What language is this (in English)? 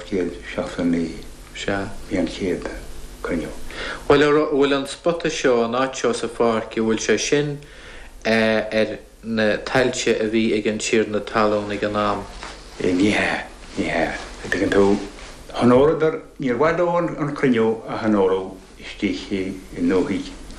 Irish